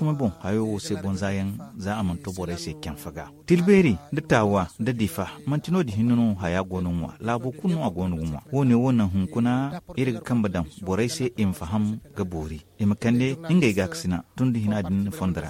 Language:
Zarma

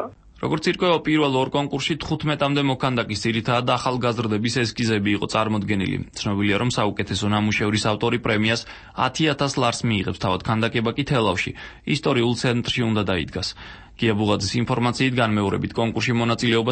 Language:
Georgian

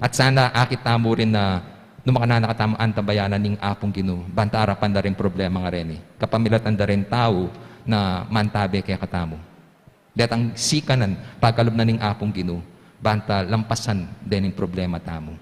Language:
Pampanga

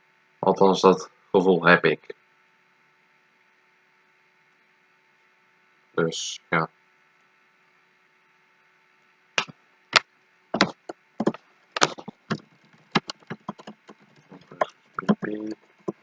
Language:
Dutch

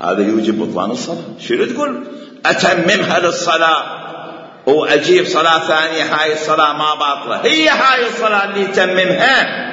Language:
Mesopotamian Arabic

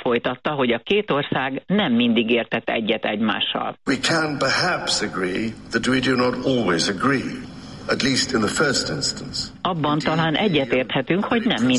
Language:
Hungarian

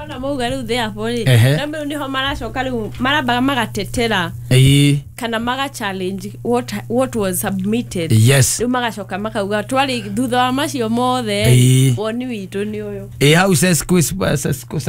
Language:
Kikuyu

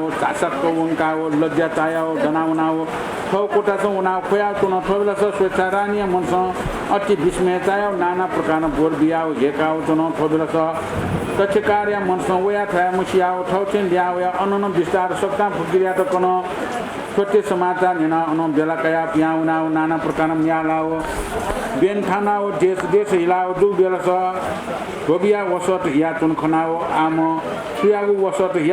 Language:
Newari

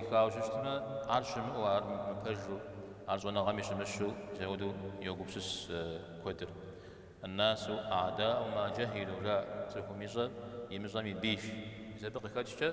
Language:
Kabardian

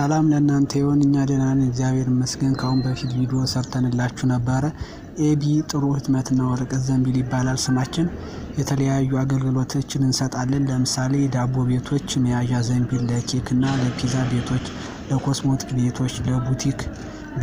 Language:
Amharic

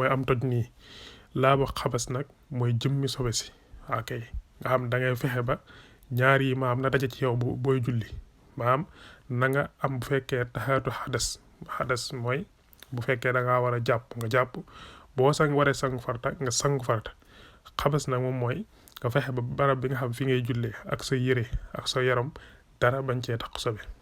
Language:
Wolof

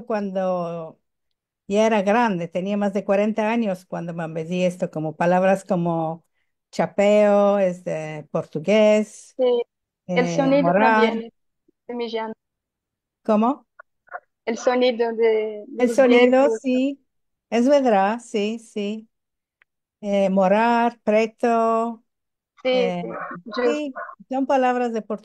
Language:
Ladino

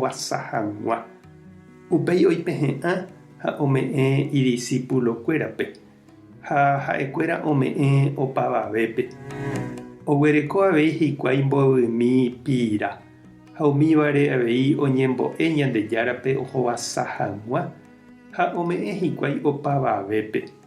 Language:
Guarani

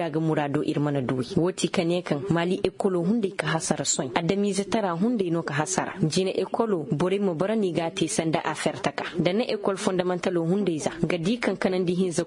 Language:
Koyraboro Senni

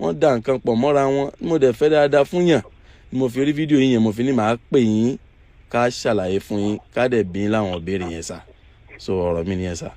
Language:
Yoruba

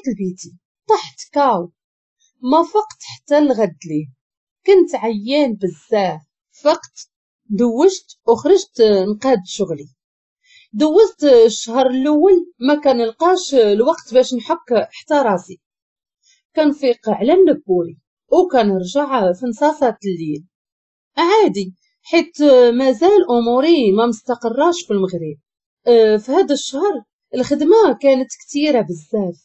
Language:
Moroccan Arabic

